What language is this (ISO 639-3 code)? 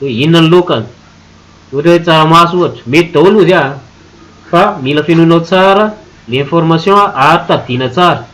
mlg